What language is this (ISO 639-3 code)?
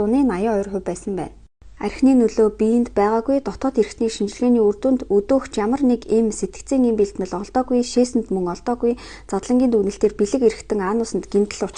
mon